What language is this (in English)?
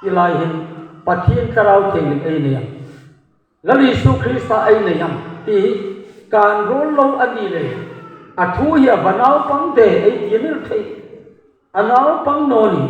Hmar